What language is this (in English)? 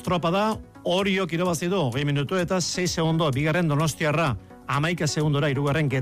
Basque